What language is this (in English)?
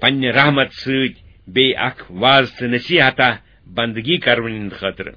Kashmiri